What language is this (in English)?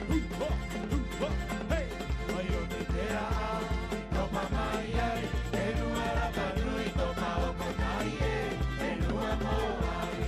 Rapanui